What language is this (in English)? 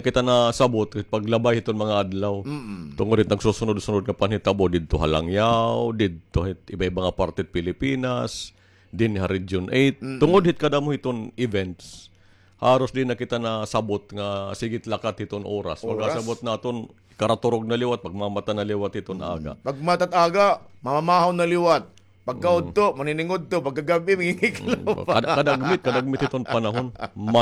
Waray